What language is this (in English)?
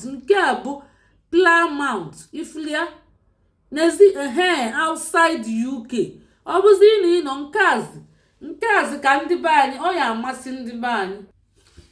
Igbo